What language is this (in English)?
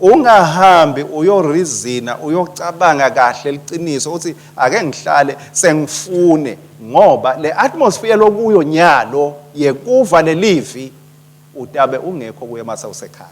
Swati